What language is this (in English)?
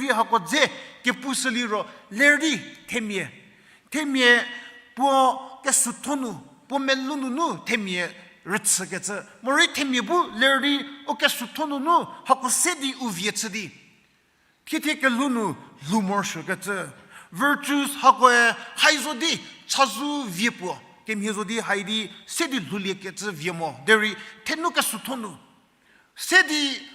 Angami Naga